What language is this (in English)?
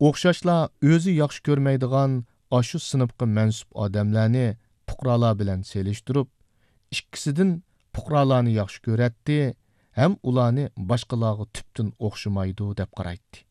Uyghur